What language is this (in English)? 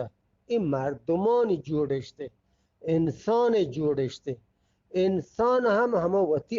Eastern Balochi